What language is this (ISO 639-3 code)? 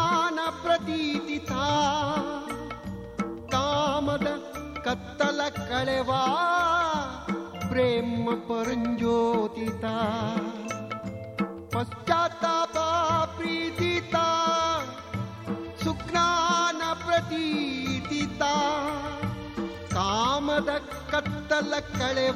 kan